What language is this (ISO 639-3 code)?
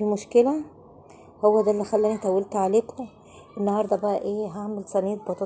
arz